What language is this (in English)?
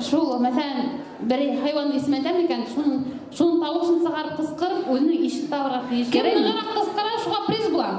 Bashkir